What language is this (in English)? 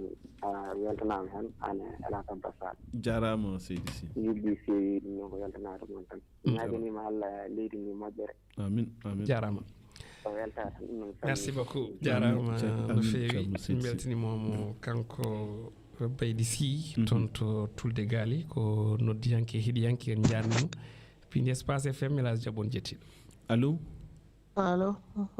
Fula